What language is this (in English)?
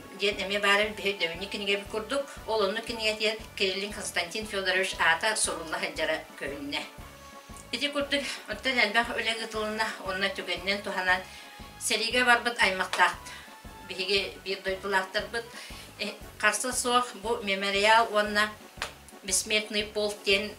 Yakut